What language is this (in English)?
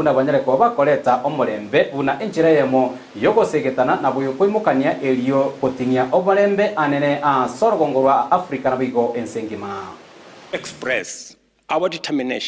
Gusii